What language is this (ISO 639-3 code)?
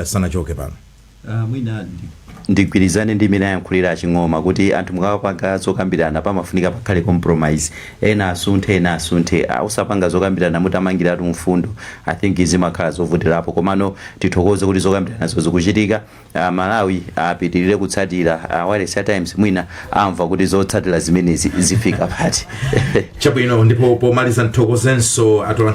nya